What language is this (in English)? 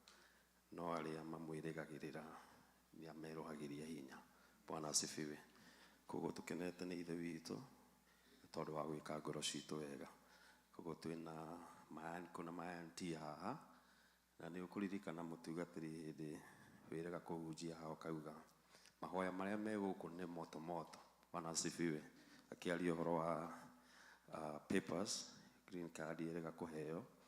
Kikuyu